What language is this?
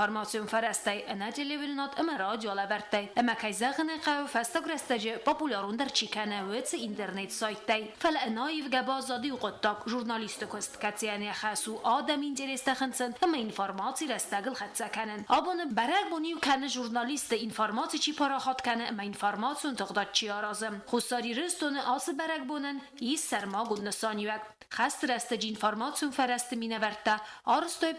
Ossetic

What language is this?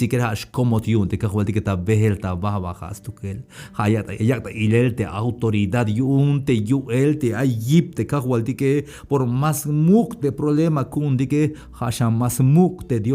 Tzeltal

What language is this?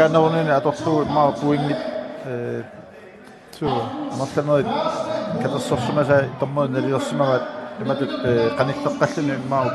Kalaallisut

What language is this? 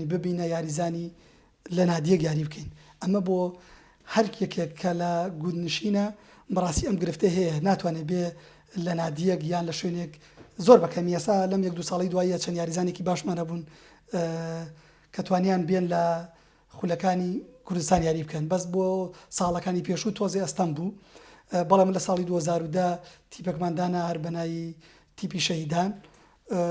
Central Kurdish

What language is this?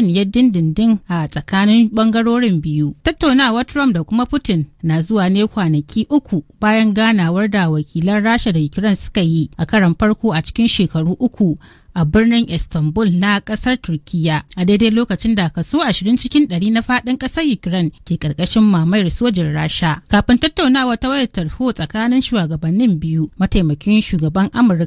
Hausa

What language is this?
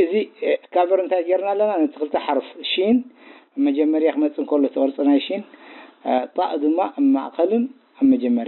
Tigrinya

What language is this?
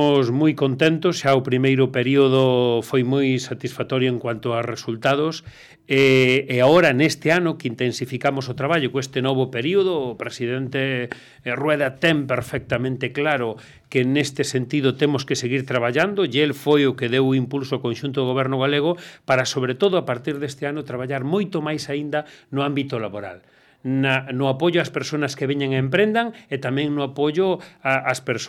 Galician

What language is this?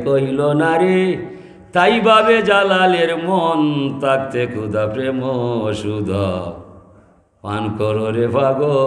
Sylheti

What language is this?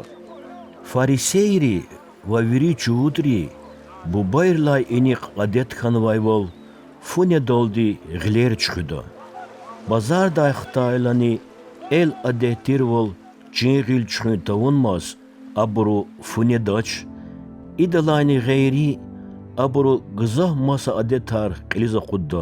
Lezghian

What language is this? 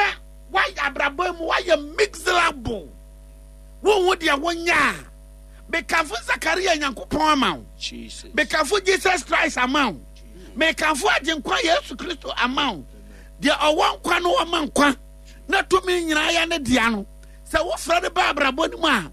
Akan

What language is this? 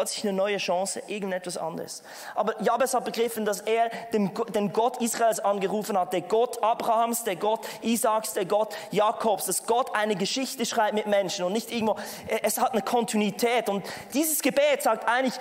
Swiss German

